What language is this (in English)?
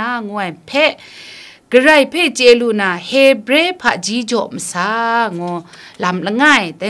Kachin